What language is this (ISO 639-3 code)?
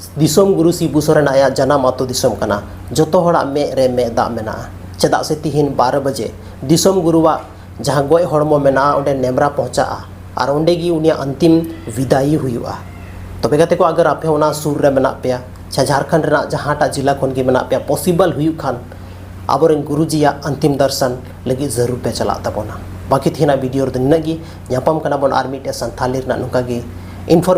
sat